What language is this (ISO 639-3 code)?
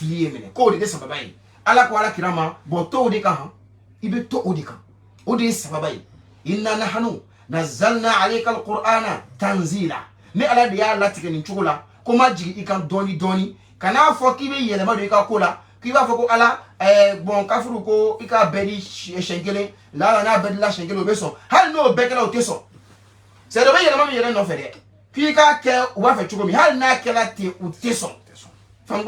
bam